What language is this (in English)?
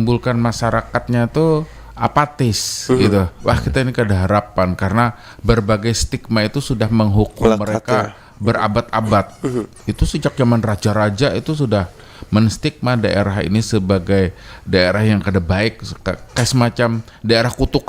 Banjar